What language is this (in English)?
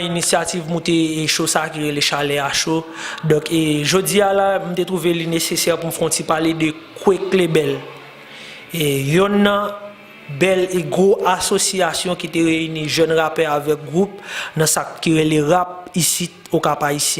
Haitian Creole